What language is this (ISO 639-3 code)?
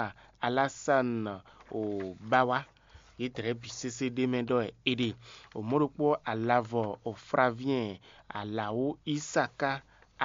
fon